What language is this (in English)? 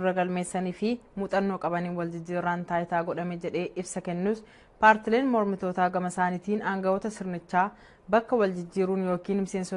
Oromo